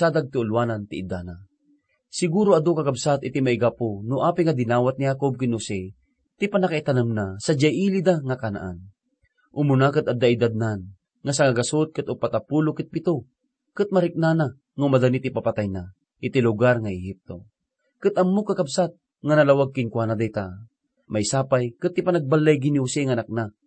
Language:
Iloko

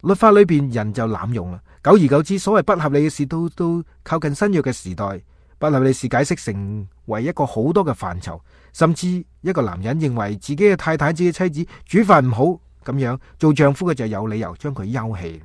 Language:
Cantonese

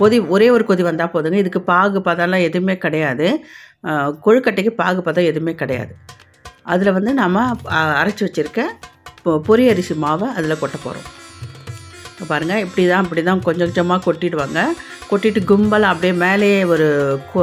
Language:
Tamil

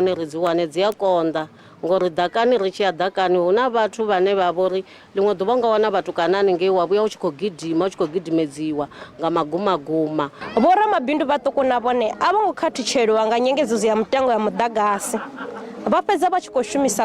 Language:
Venda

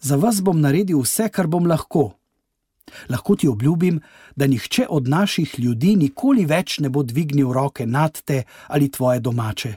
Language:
Slovenian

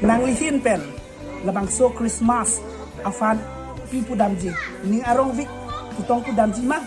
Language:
Karbi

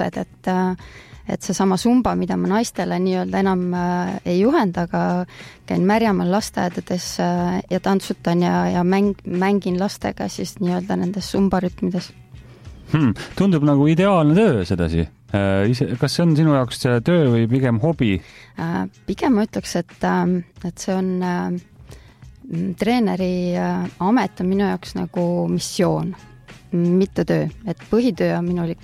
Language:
Estonian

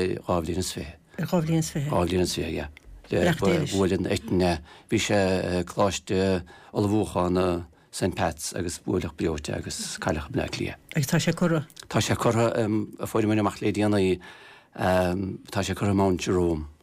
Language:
Irish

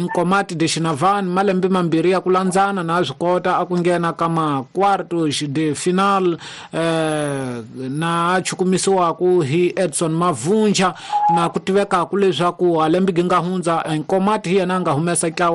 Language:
Tsonga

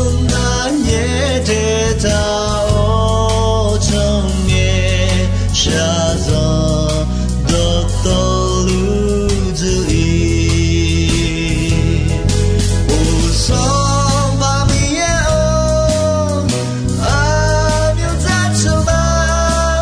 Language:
Akha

